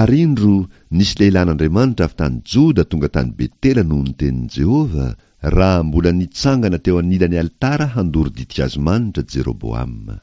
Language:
Malagasy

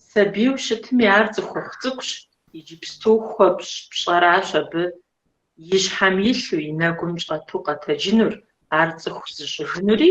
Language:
Kabardian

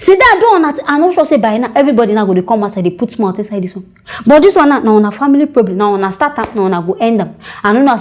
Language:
Nigerian Pidgin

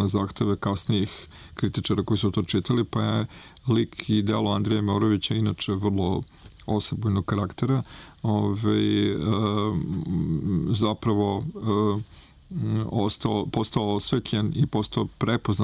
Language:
Serbian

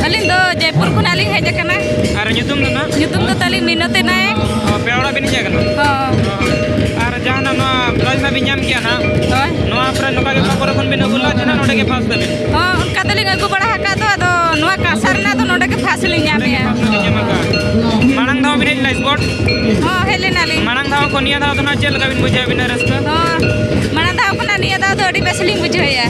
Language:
Santali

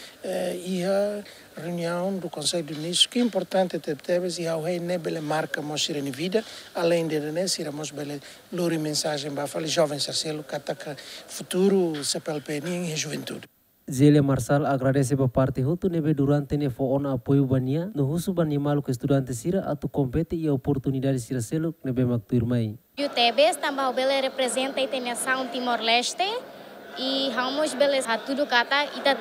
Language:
Tetum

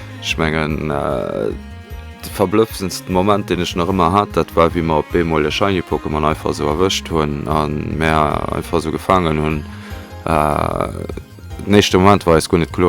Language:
Luxembourgish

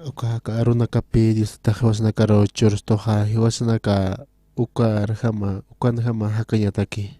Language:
Aymara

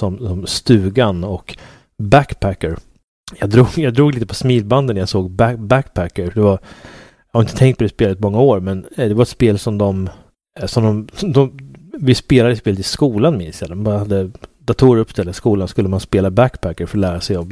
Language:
Swedish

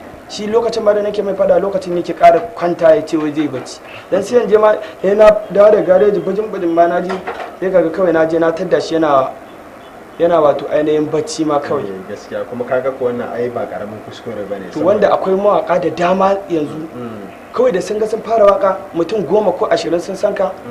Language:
Hausa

